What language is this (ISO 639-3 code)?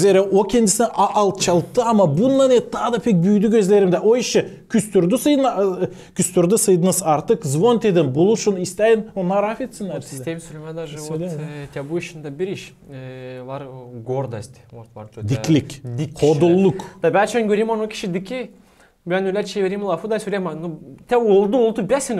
gag